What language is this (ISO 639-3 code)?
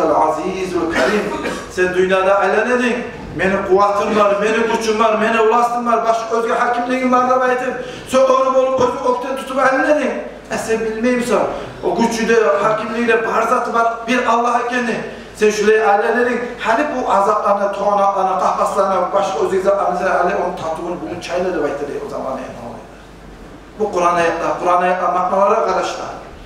kum